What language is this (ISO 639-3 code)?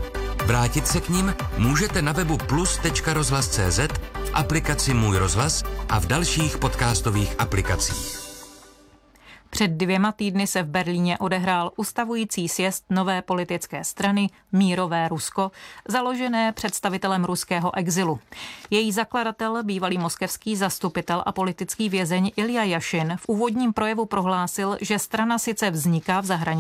ces